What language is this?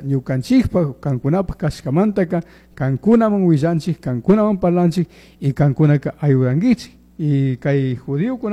Chimborazo Highland Quichua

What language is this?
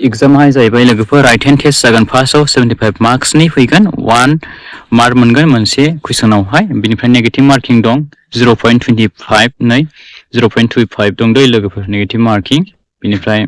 Bodo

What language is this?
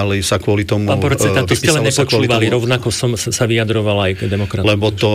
Slovak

